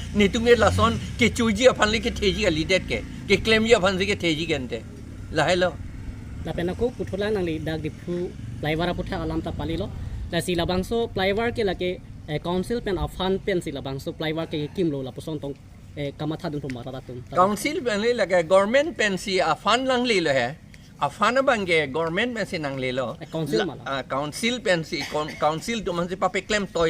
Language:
Karbi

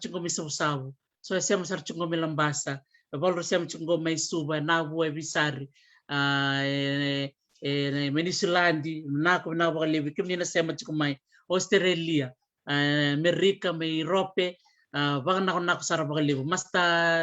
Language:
Fijian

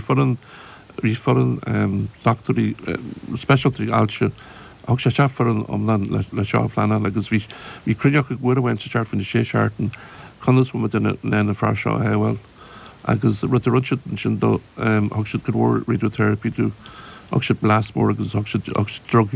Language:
Irish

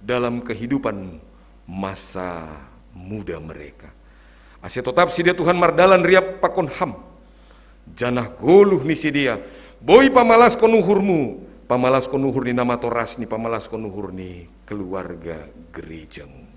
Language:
Batak Simalungun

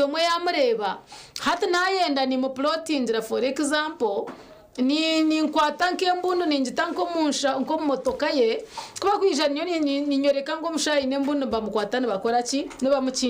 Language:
Nyankole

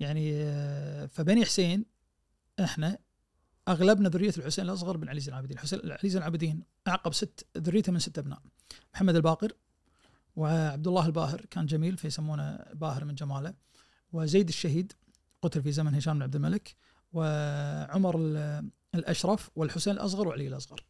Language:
Najdi Arabic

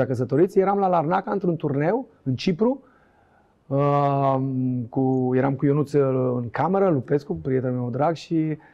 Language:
Romanian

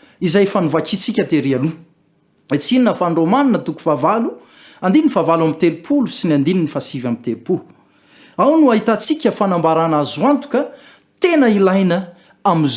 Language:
Malagasy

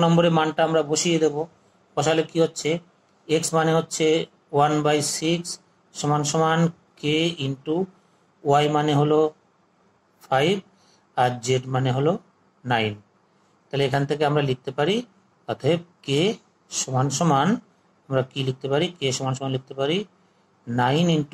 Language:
Bangla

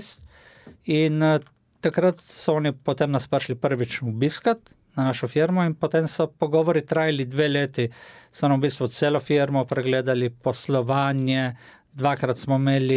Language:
Slovenian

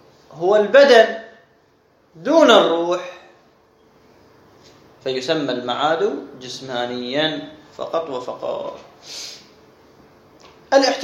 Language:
Arabic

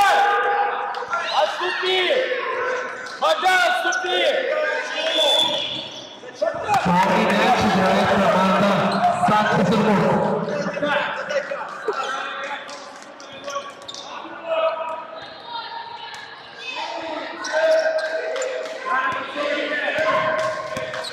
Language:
Russian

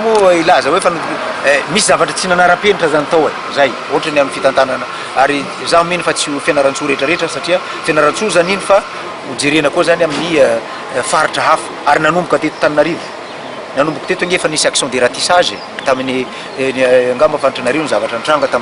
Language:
Malagasy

